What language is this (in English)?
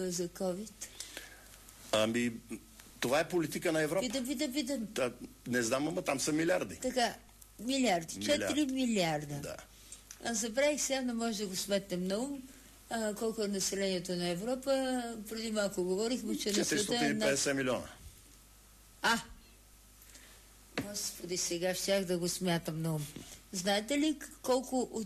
Bulgarian